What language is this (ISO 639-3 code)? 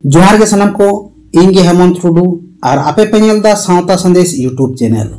sat